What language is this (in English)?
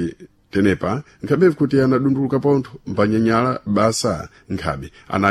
Sena